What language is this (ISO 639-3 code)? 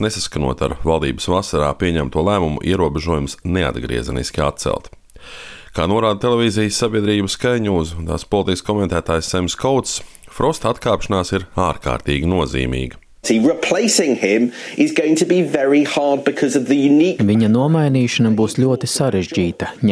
lav